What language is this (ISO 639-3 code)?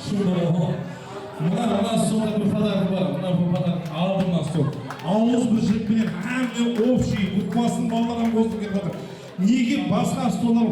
kaa